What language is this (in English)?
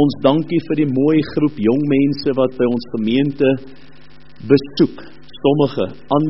Afrikaans